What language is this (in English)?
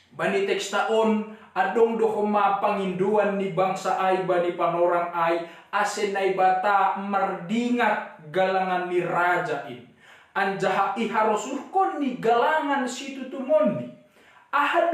Batak Simalungun